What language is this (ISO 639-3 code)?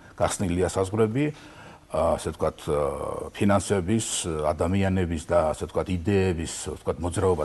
kat